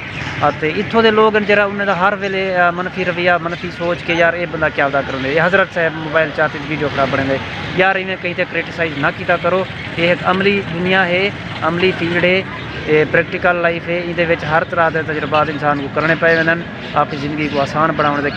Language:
Saraiki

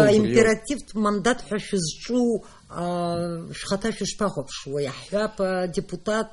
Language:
Abkhazian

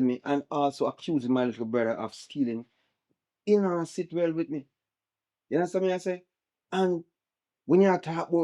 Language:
Jamaican Creole English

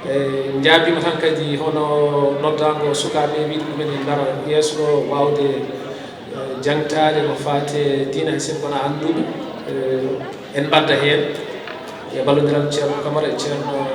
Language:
Fula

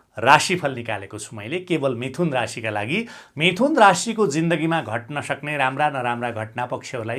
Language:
Nepali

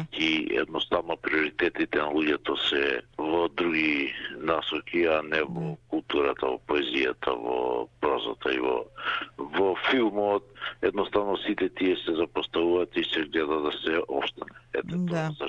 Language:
Macedonian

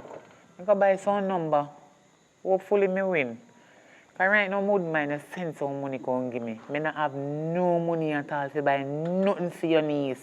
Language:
Jamaican Creole English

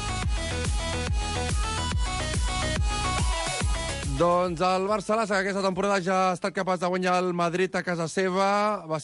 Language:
Catalan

